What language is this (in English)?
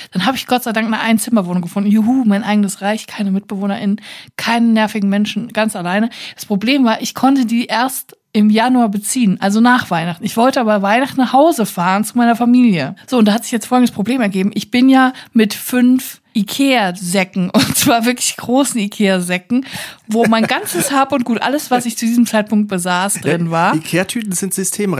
German